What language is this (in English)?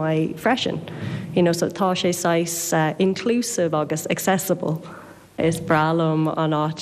Irish